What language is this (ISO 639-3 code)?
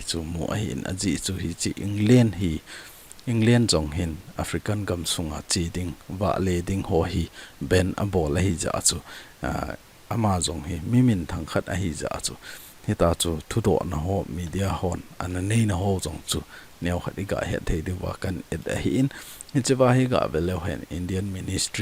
tcz